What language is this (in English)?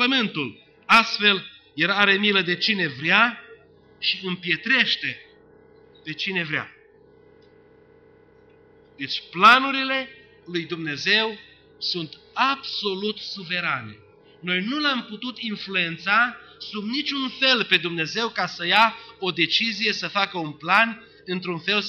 Romanian